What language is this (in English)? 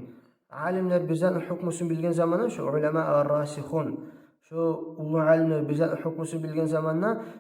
Kumyk